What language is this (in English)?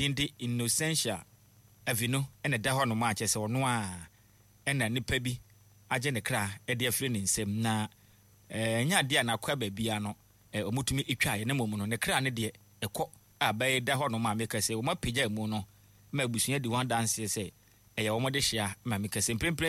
Akan